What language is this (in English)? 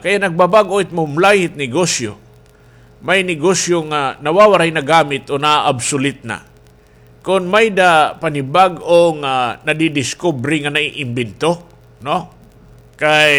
Waray